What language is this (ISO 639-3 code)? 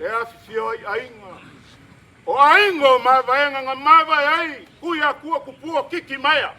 smo